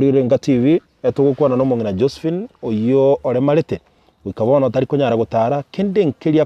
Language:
Gusii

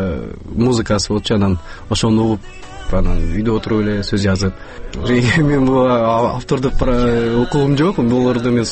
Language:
Kyrgyz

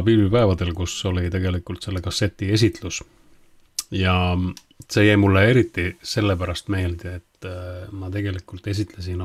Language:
Estonian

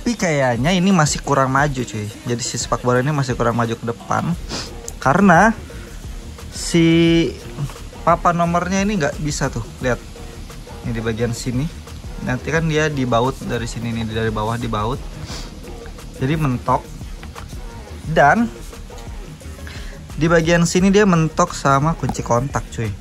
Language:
Indonesian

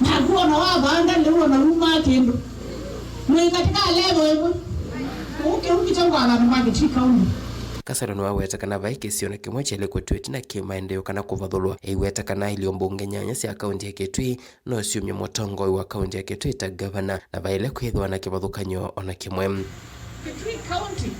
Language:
Kamba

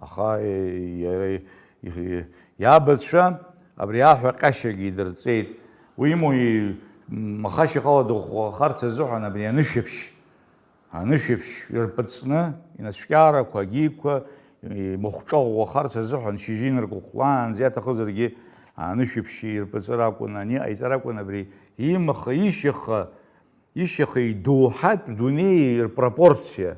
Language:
Abkhazian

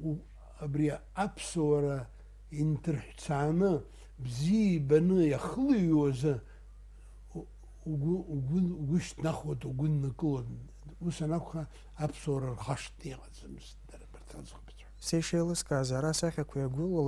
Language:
Abkhazian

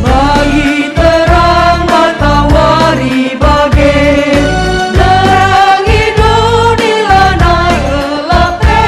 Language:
Batak Karo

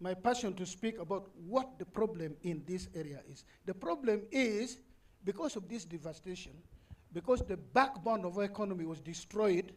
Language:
Acoli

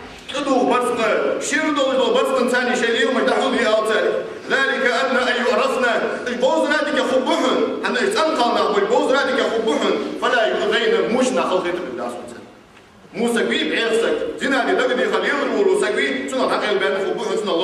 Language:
Ingush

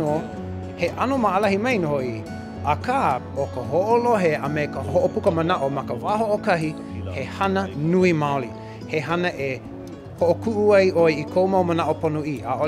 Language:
Hawaiian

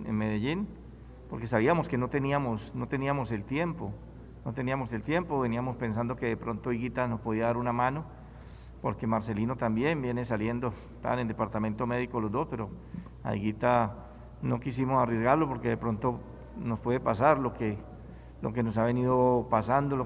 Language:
Spanish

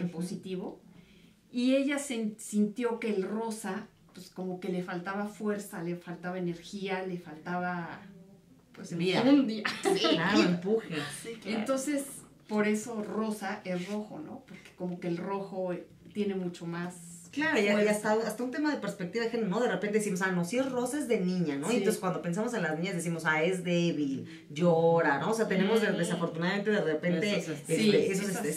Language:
Spanish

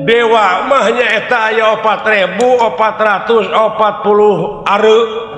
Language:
Sundanese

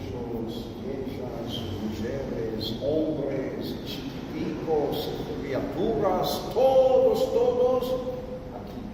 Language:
Ladino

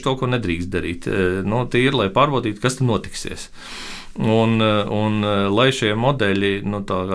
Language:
Latvian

